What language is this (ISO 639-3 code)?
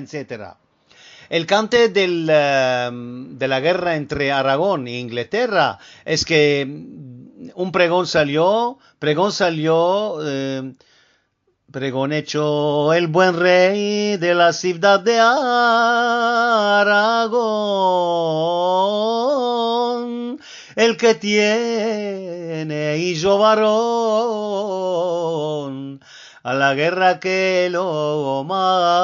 lad